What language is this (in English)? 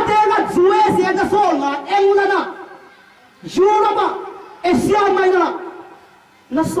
Tedim Chin